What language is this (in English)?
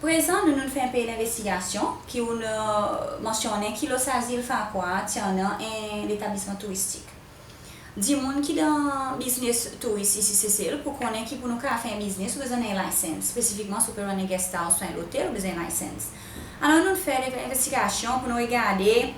Seselwa Creole French